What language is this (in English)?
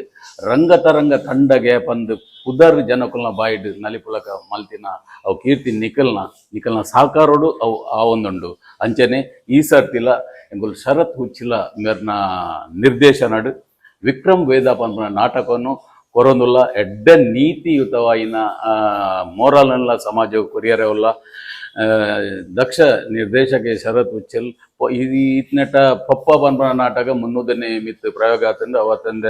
Tulu